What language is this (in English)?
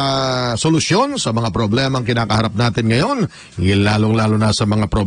Filipino